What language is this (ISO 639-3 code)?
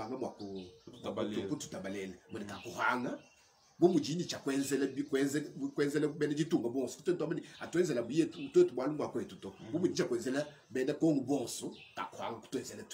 lua